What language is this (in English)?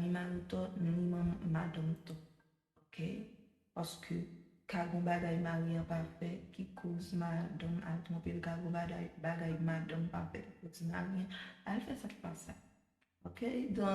Haitian Creole